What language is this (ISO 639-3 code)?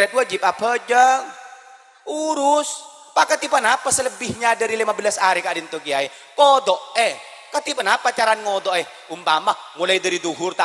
mad